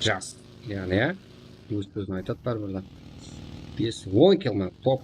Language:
Kara-Kalpak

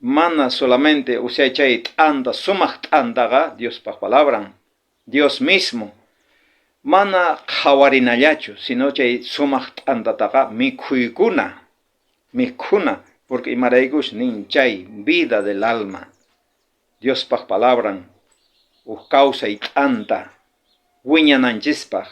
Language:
South Bolivian Quechua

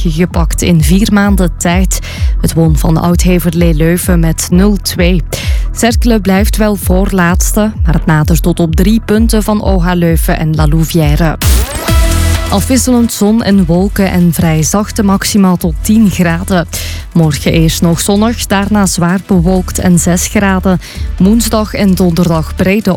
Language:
Dutch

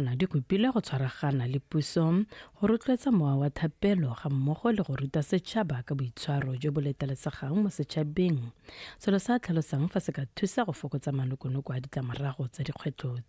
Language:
Tswana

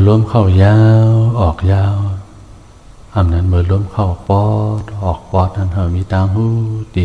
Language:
Shan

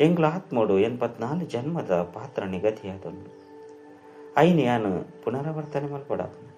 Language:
Tulu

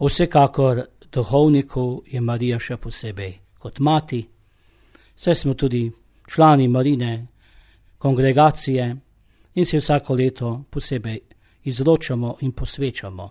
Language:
Slovenian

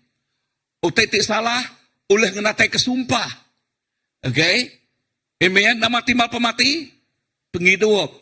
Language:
Iban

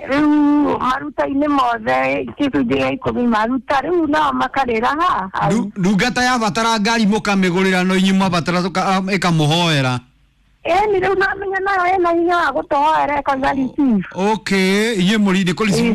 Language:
Kikuyu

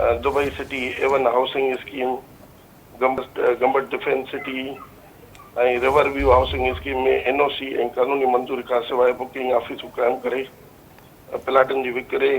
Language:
Sindhi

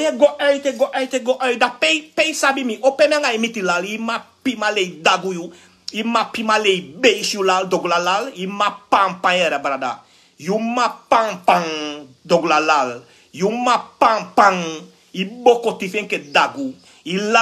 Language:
Sranan Tongo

